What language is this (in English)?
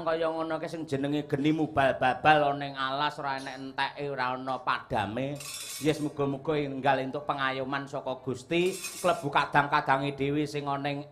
Javanese